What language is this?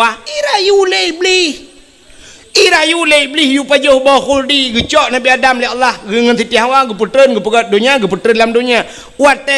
Achinese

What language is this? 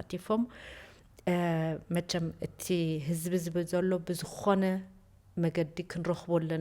Tigrinya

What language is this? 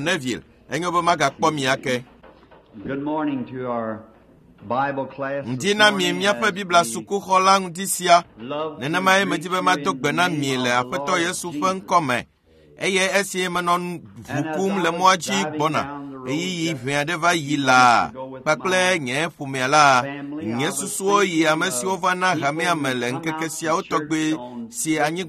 Ewe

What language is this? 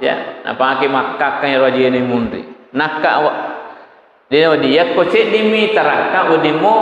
Buginese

